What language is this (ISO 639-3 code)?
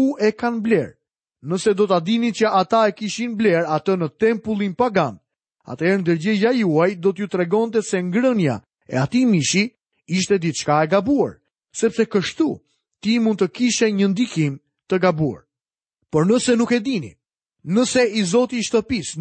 sqi